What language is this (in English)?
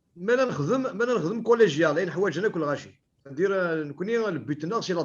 Kabyle